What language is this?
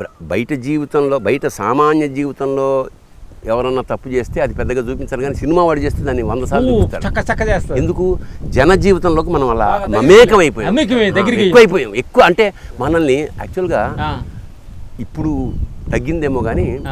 Telugu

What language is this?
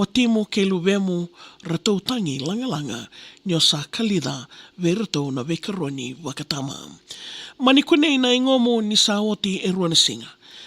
Fijian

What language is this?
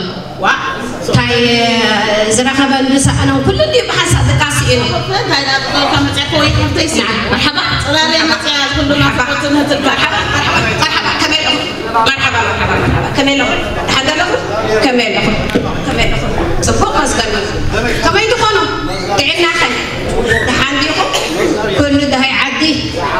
Tigrinya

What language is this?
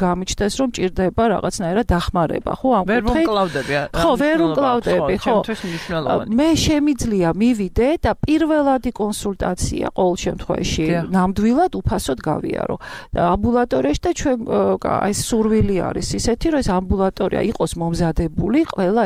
Georgian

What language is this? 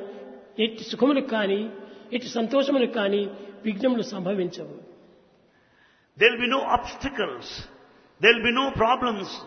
Telugu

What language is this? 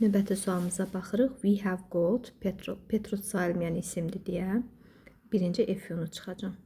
Azerbaijani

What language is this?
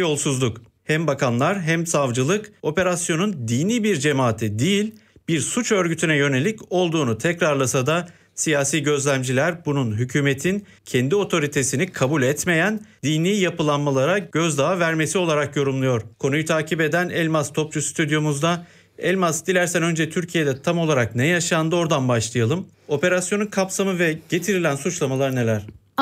Turkish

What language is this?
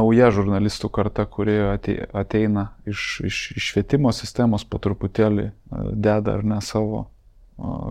Lithuanian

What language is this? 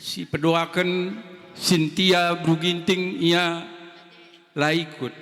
Batak Karo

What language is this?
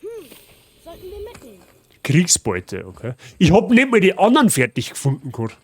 Bavarian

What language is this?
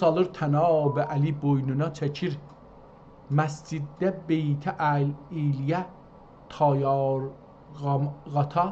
South Azerbaijani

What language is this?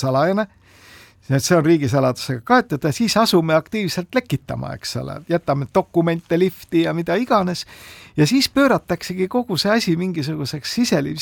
Estonian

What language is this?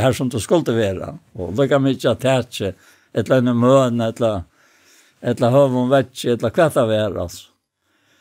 Faroese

